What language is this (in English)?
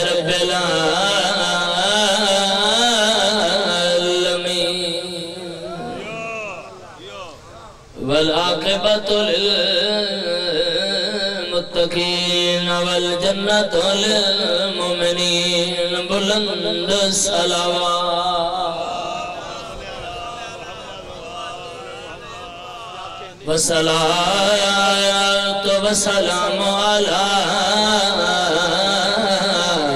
Urdu